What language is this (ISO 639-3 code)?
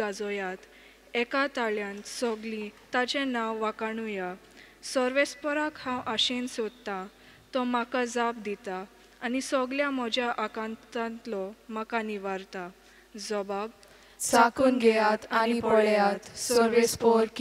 kok